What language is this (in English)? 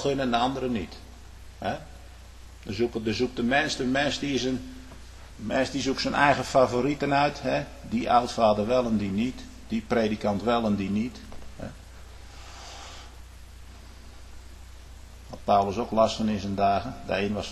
Dutch